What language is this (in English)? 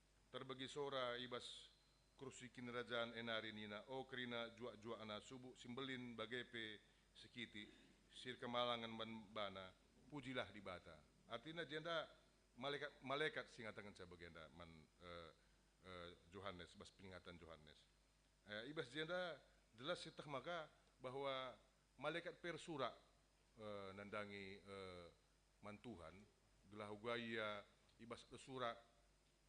Batak Karo